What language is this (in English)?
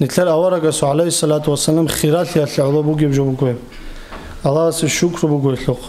Avaric